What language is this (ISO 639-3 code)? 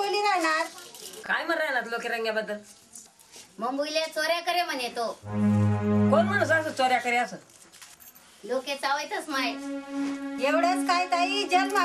mar